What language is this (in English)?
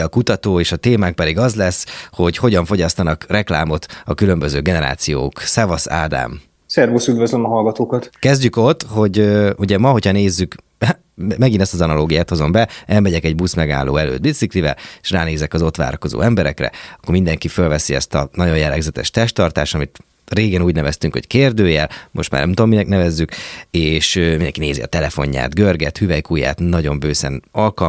Hungarian